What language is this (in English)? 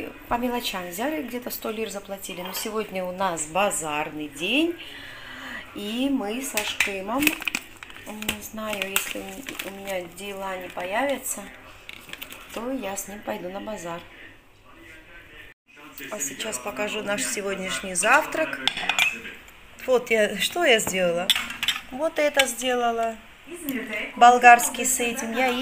Russian